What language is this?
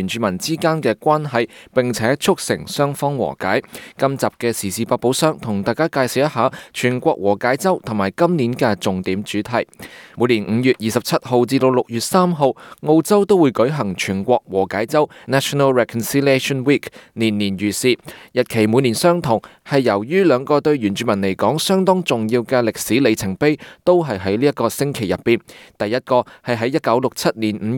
Cantonese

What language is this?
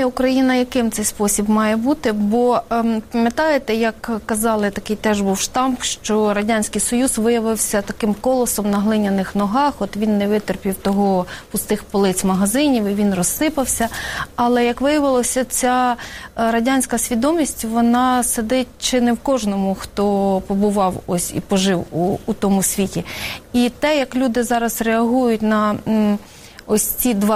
Ukrainian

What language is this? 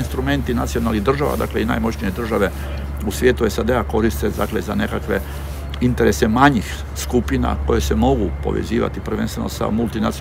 Croatian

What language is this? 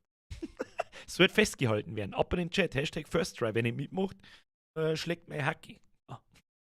Bavarian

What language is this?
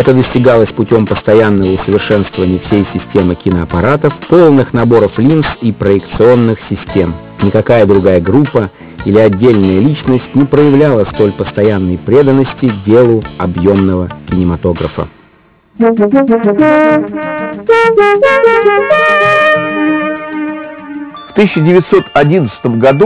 Russian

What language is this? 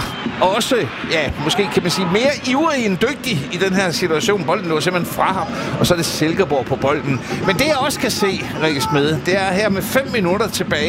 Danish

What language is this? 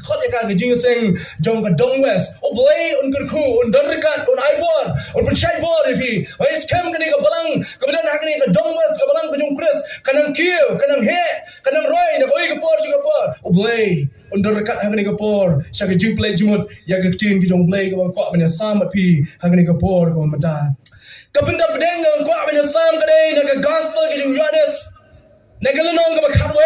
Khasi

